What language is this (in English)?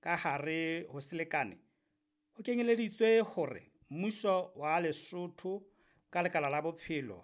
Southern Sotho